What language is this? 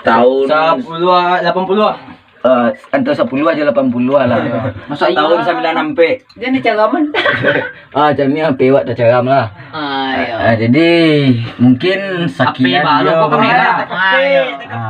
Minangkabau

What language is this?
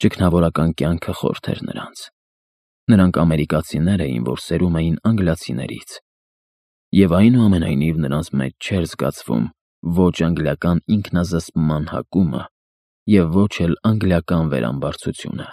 Armenian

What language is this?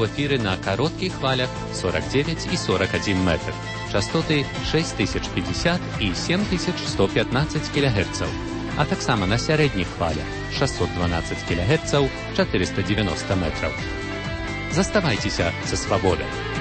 Belarusian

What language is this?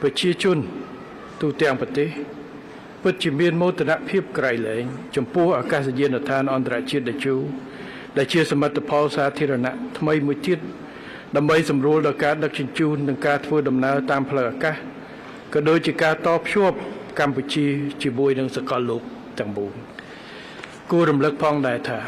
Khmer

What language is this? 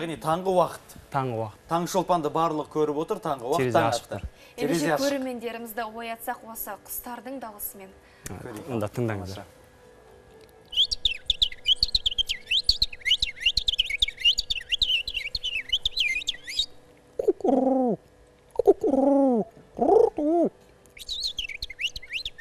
Kazakh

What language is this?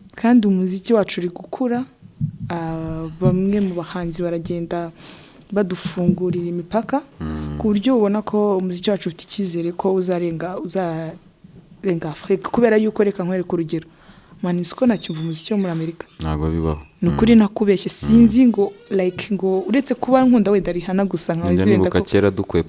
Kinyarwanda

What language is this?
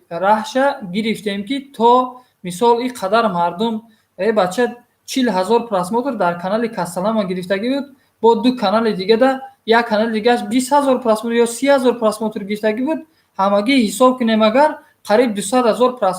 Tajik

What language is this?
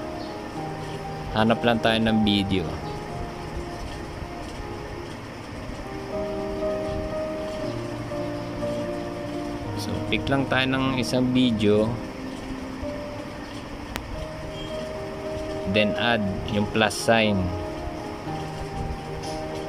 Filipino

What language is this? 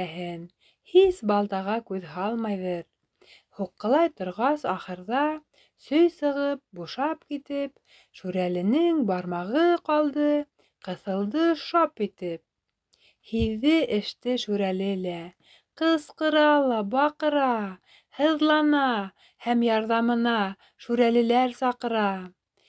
Bashkir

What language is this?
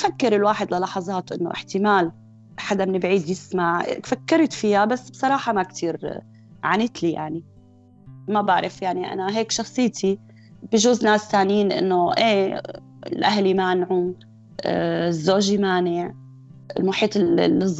North Levantine Arabic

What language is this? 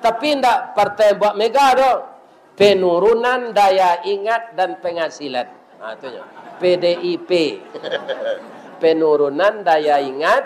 Minangkabau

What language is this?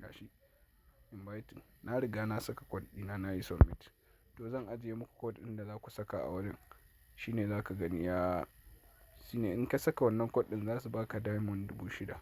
Hausa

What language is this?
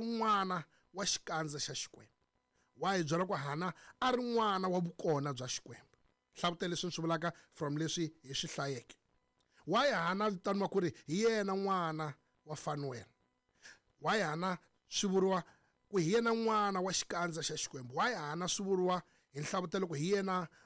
Tsonga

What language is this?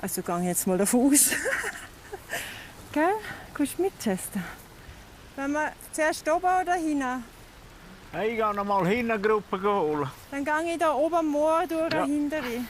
Swiss German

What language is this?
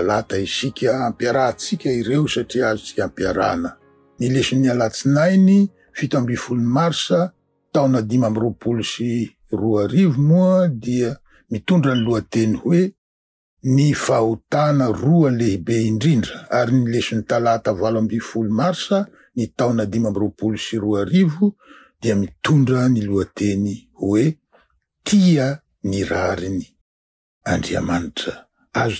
Malagasy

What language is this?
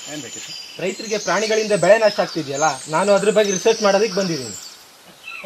Kannada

